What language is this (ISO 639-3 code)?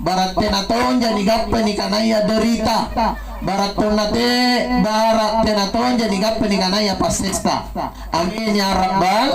mak